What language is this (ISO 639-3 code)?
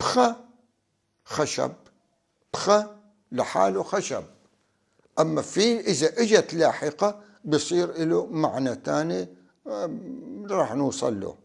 apc